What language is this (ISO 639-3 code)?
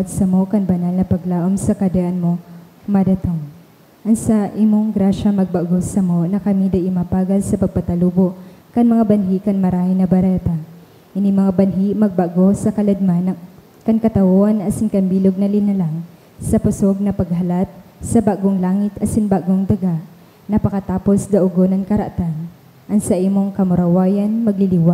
bik